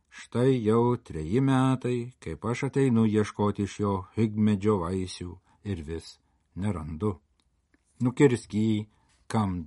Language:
Lithuanian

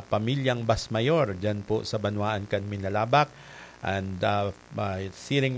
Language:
Bikol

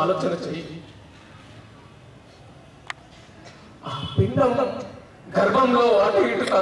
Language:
Telugu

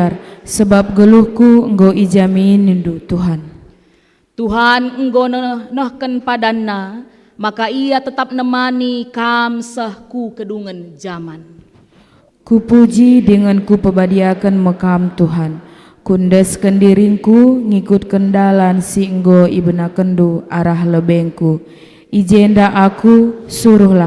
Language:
Batak Karo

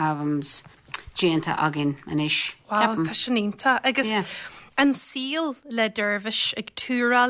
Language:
Irish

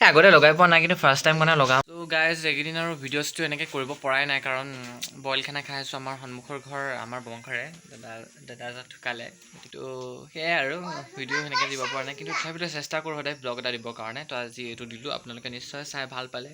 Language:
Assamese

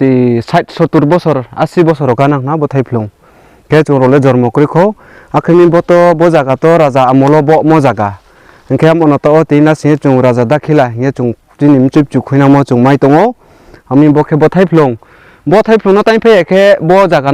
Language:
Riang (India)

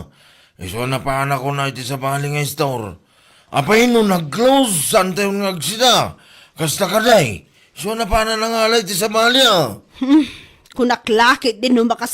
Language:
Iloko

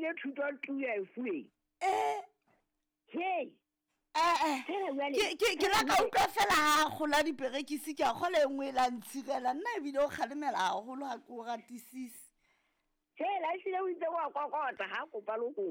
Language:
Southern Sotho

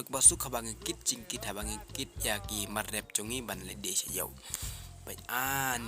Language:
Khasi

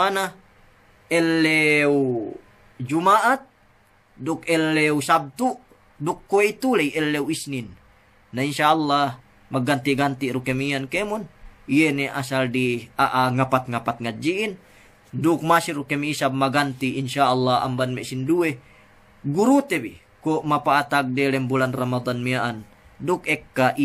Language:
Yakan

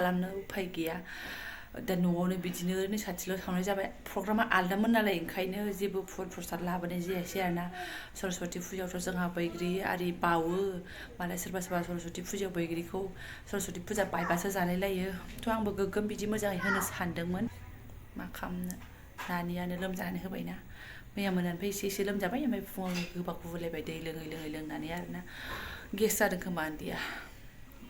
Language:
Bodo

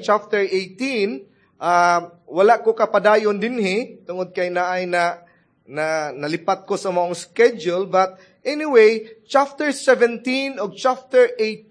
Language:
Cebuano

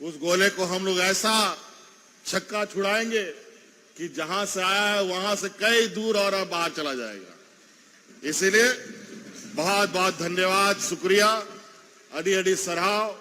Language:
Santali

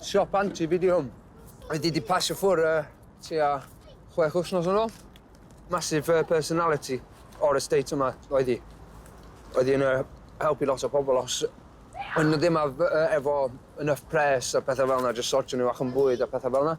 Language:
Welsh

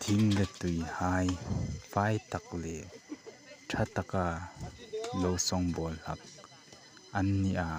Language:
Hmar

